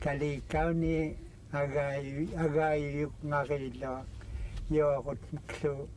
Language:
Central Yupik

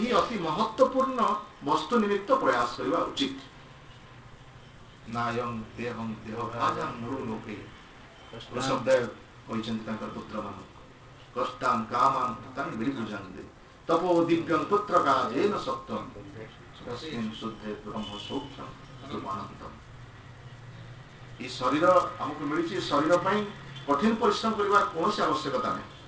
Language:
Odia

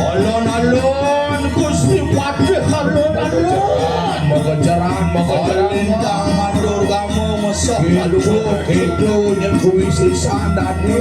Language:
Balinese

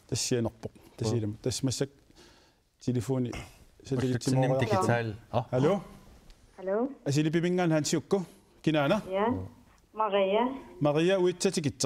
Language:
Kalaallisut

